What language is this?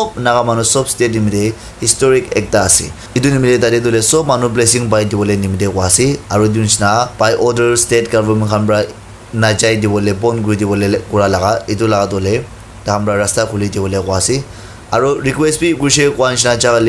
Naga Pidgin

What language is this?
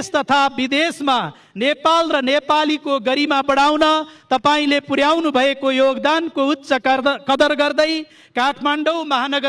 Nepali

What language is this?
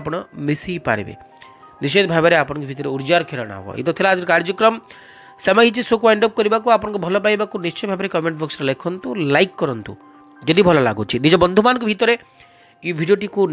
Odia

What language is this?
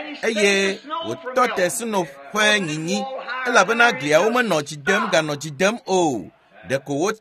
Ewe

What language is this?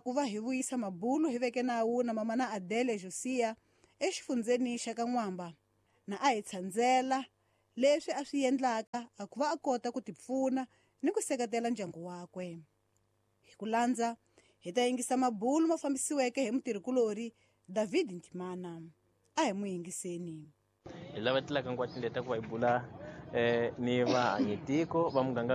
Tsonga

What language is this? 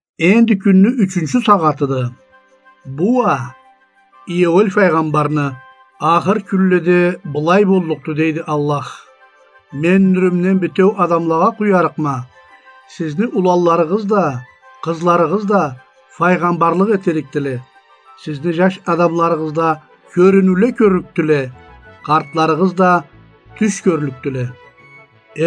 Karachay-Balkar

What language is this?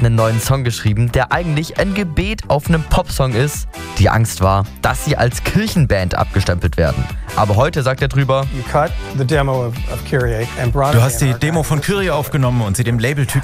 German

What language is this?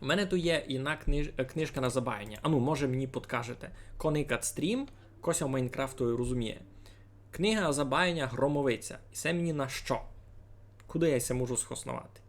Rusyn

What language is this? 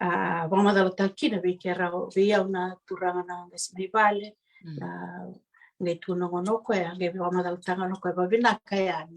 Fijian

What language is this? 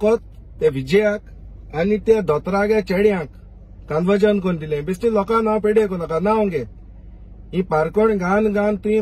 Konkani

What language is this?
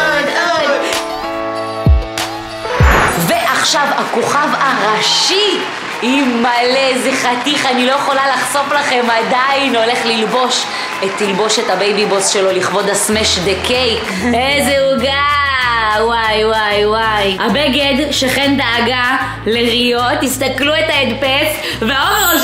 Hebrew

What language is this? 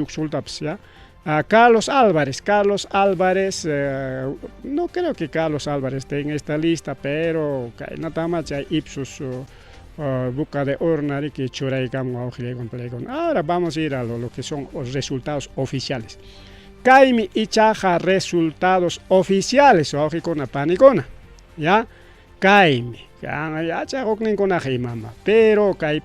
Ayacucho Quechua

